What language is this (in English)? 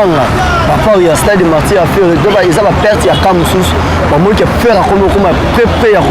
Lingala